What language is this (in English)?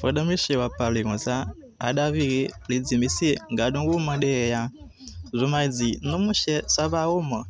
Haitian Creole